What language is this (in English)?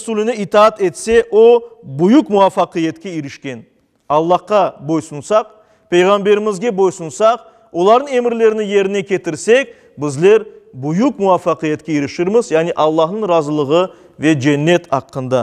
Crimean Tatar